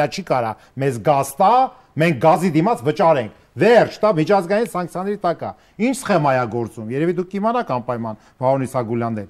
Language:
Armenian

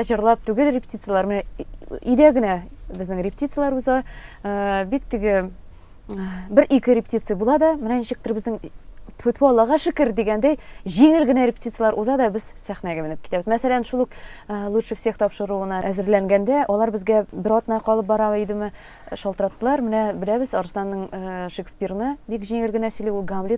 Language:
Tatar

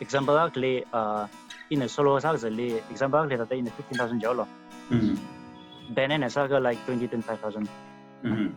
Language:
Tangkhul Naga (India)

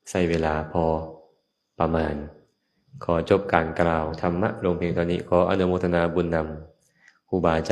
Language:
Lao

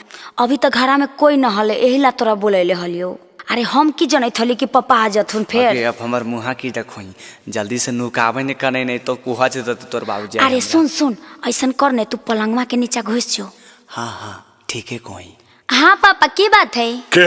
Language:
Magahi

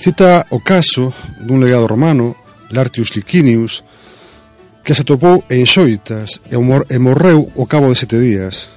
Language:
Galician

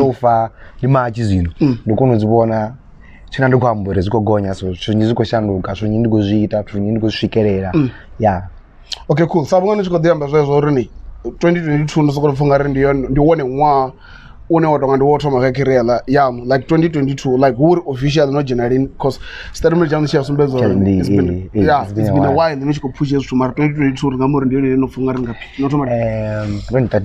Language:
Venda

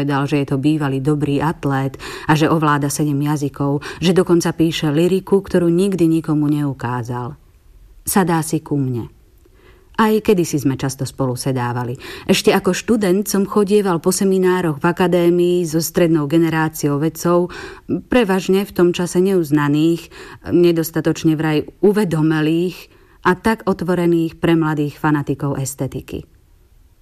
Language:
Slovak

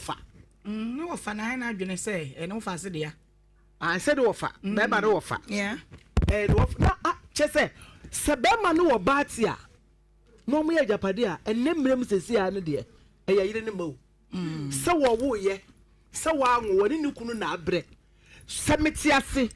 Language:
Akan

